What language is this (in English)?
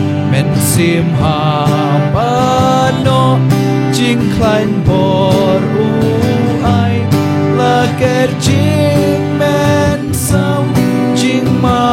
Khasi